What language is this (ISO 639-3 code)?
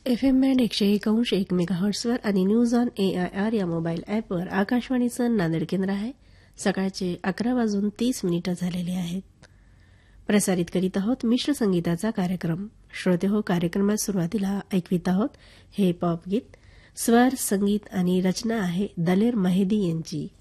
mar